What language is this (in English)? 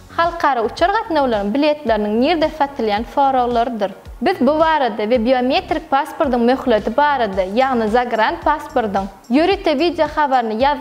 Turkmen